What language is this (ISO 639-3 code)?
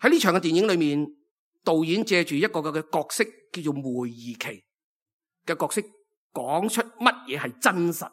yue